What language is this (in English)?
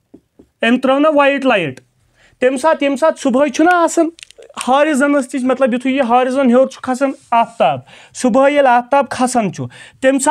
Kashmiri